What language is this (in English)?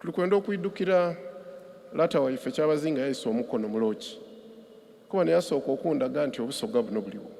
Soga